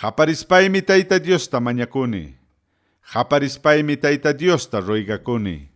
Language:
Ayacucho Quechua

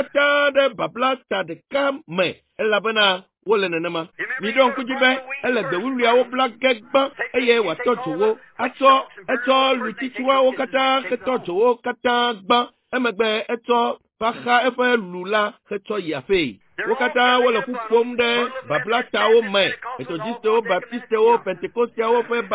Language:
Ewe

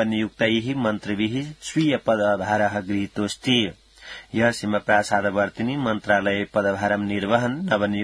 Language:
Sanskrit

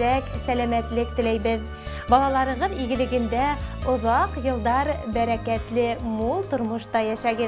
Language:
Bashkir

